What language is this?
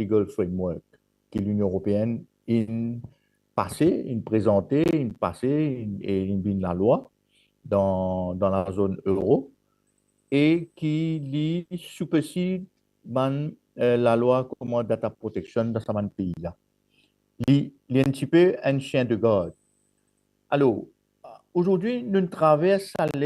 Morisyen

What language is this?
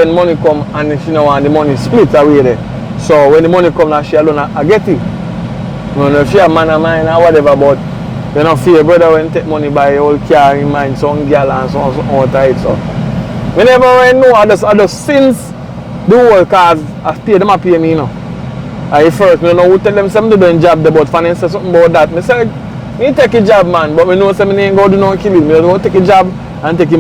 Jamaican Creole English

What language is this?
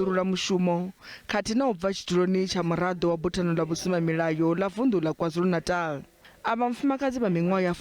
Venda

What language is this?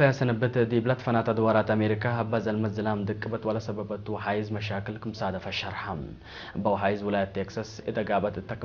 Tigre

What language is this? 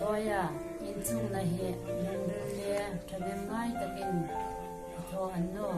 Hmar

